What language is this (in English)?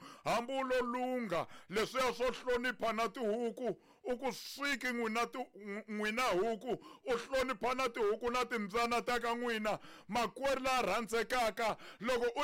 Tsonga